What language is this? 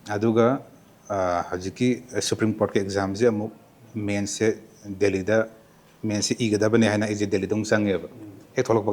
Manipuri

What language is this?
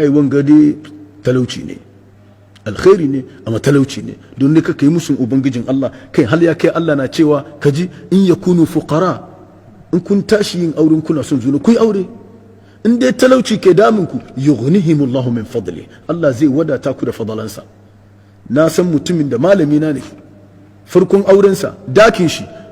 Hausa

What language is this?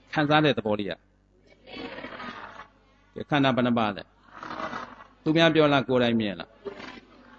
Burmese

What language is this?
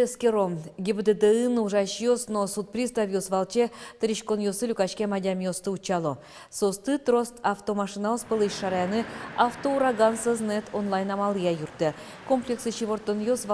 Udmurt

